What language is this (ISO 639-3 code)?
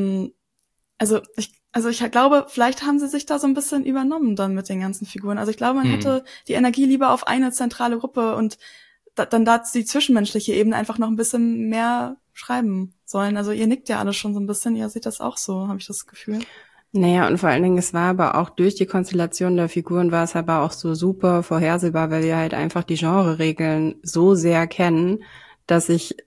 deu